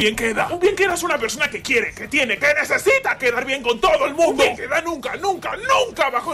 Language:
Spanish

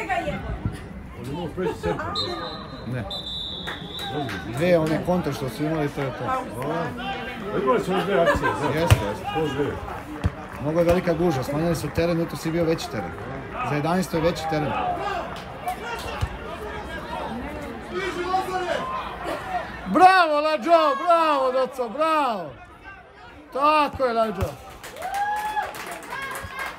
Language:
Serbian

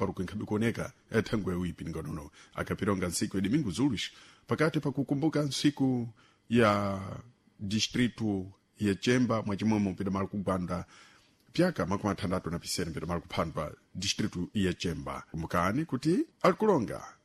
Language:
Sena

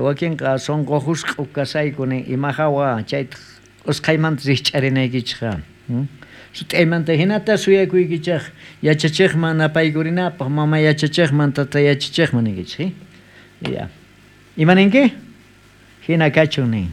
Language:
South Bolivian Quechua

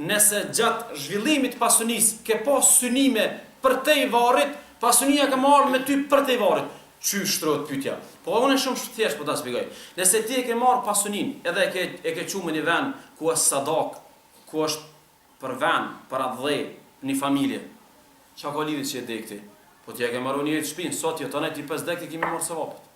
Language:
Albanian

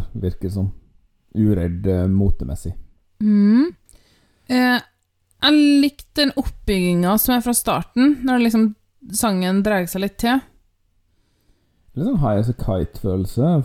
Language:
Norwegian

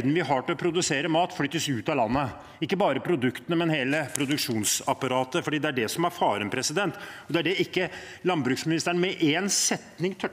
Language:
Norwegian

